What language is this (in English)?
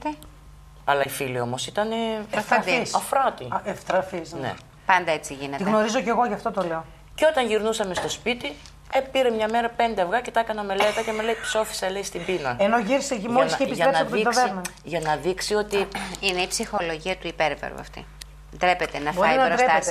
Greek